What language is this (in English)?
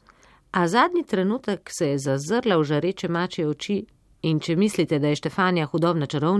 Slovenian